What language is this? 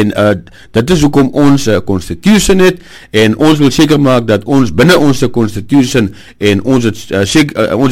Afrikaans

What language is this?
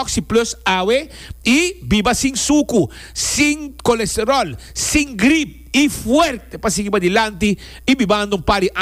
Papiamento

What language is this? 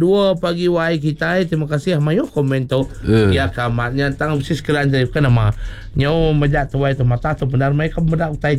Iban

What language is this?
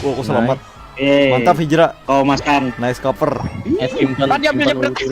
Banjar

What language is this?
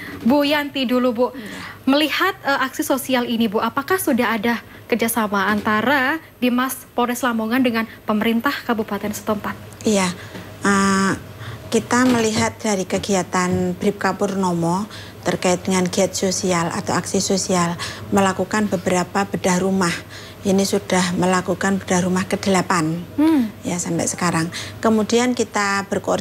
Indonesian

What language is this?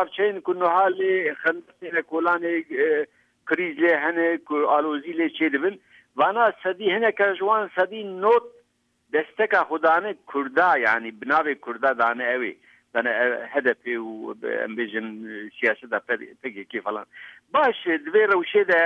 Kurdish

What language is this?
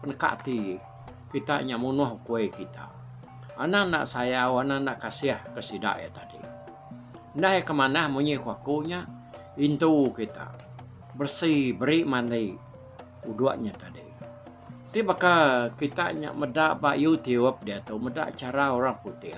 Iban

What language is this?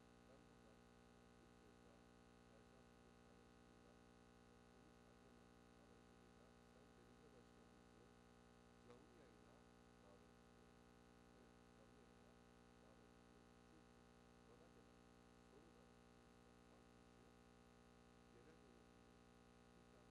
Turkish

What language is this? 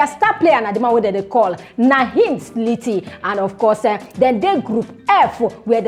Nigerian Pidgin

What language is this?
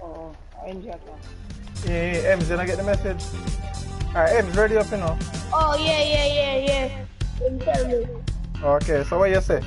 Jamaican Creole English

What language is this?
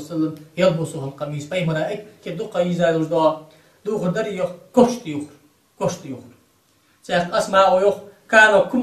Ingush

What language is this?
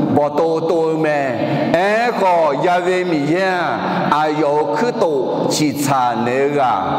Akha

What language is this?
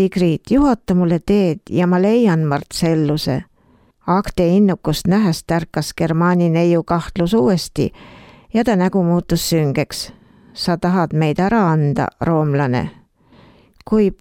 Estonian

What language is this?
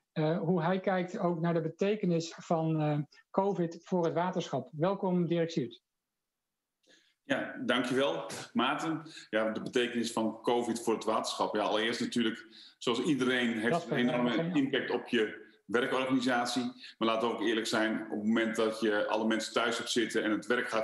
Dutch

